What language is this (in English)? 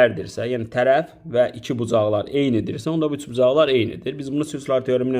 Azerbaijani